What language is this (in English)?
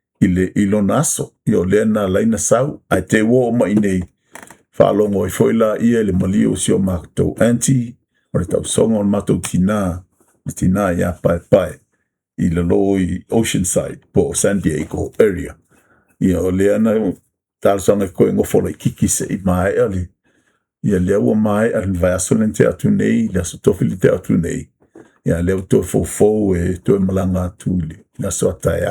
Samoan